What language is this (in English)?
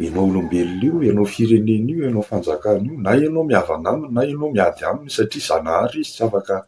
Malagasy